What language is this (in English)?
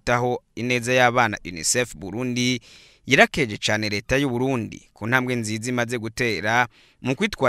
Rundi